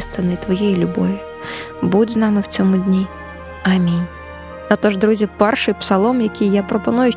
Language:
Ukrainian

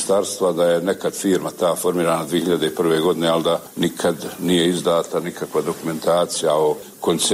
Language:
Bosnian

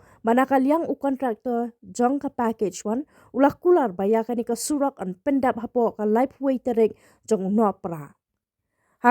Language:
Khasi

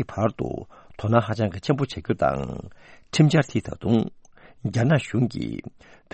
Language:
Tibetan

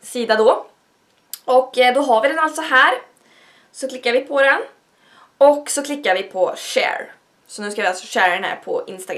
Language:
Swedish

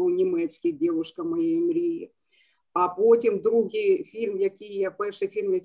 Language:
Ukrainian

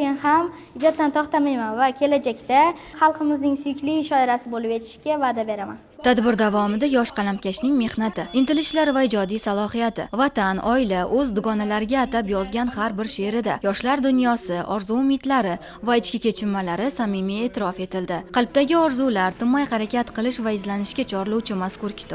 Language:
Uzbek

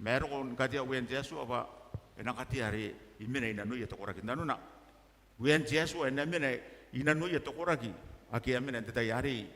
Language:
Gilbertese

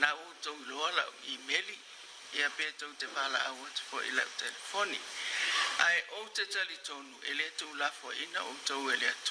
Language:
Samoan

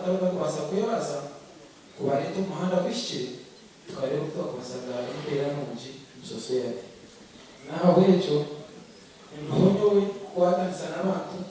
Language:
Nyankole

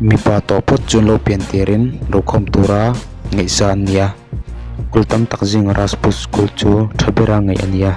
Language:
Mizo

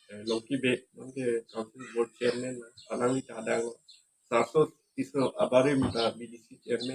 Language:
Karbi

